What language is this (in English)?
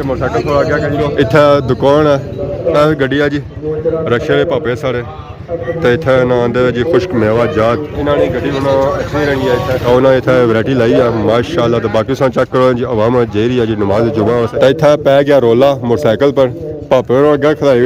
Pahari-Potwari